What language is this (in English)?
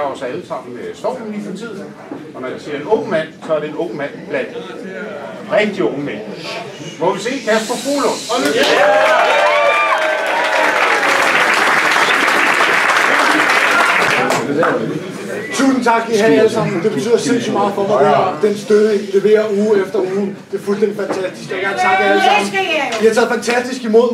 Danish